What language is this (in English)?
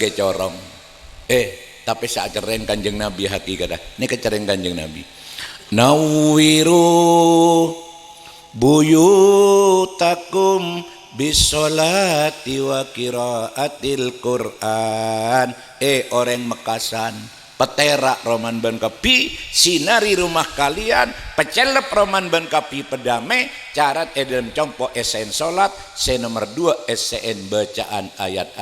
Madurese